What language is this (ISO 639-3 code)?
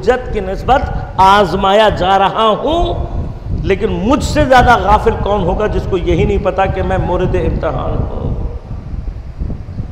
urd